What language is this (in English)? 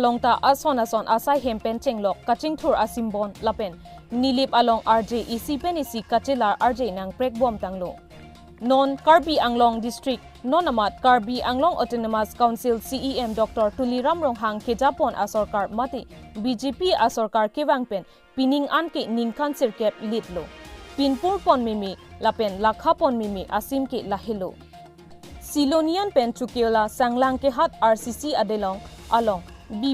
Karbi